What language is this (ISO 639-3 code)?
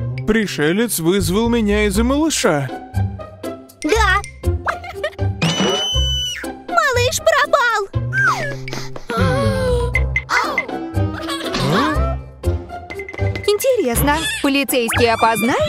rus